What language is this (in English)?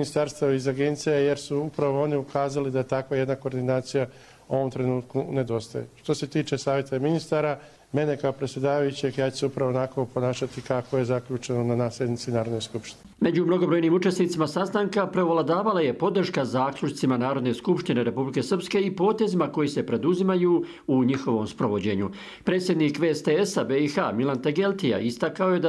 Croatian